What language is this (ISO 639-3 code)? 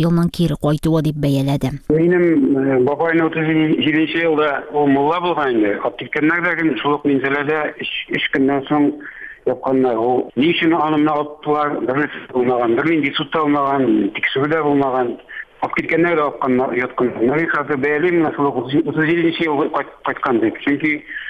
tat